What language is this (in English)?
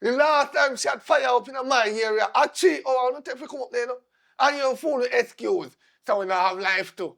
Jamaican Creole English